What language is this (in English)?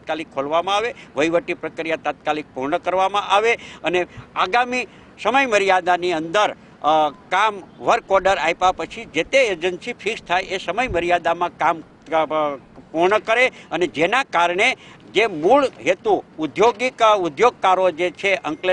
Gujarati